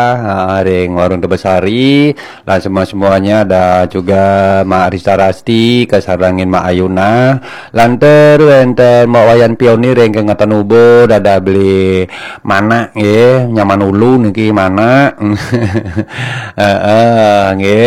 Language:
Balinese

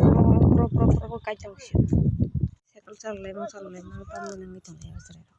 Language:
Kok Borok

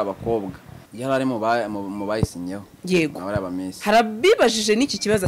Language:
Kinyarwanda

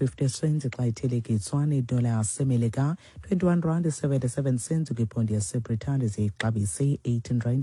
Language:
Xhosa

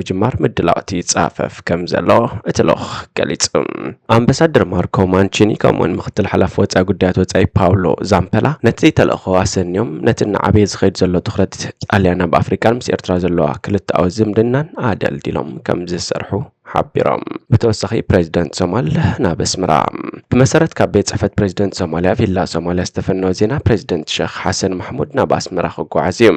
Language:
Tigrinya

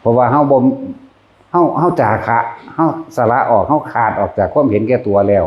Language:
Northeastern Thai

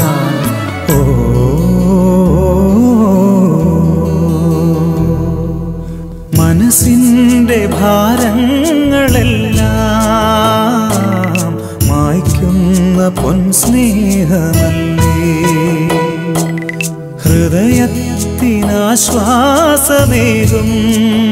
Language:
Malayalam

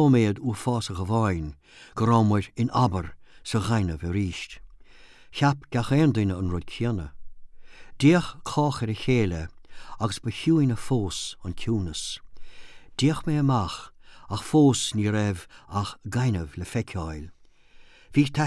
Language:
Irish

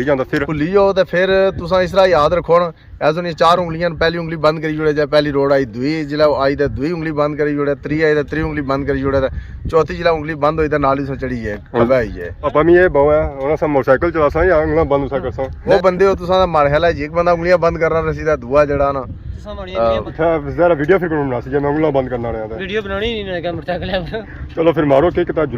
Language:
Pahari-Potwari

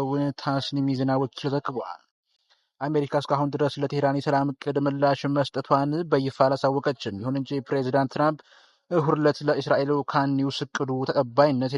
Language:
Amharic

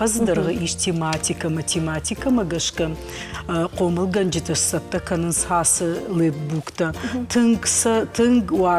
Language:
Ossetic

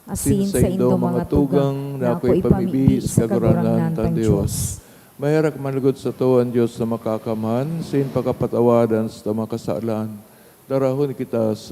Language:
Bikol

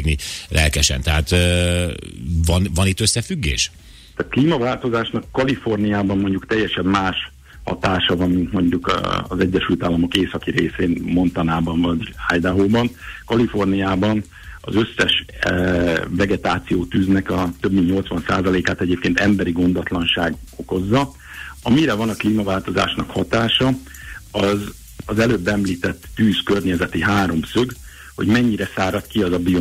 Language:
Hungarian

